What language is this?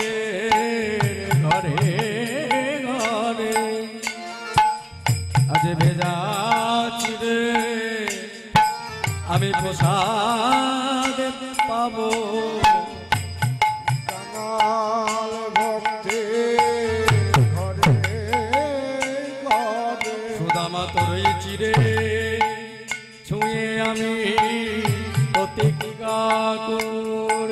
Bangla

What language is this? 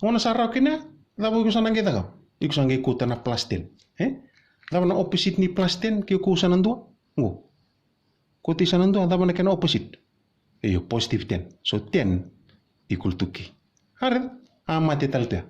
Fijian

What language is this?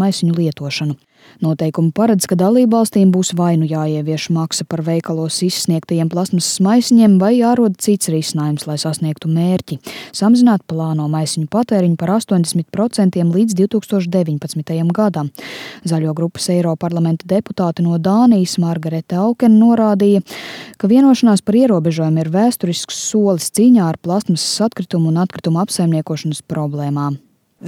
Latvian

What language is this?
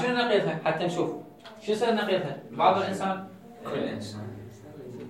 Mesopotamian Arabic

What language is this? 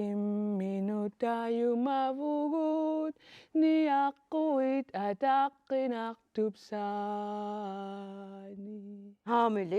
Kalaallisut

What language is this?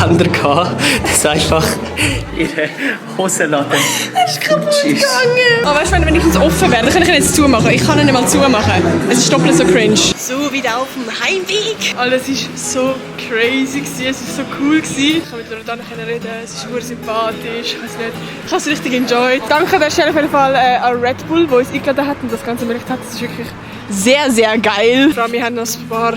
Swiss German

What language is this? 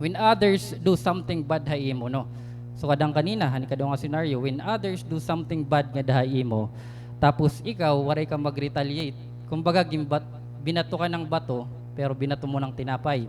Waray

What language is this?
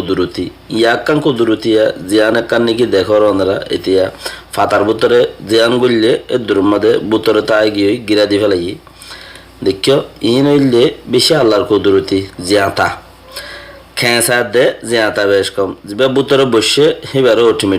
Rohingya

